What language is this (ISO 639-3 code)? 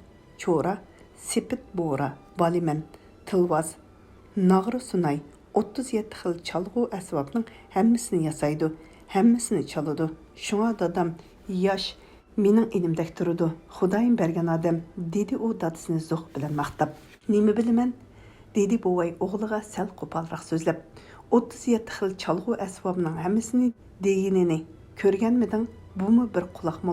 uig